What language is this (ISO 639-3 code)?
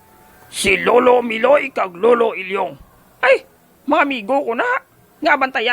hil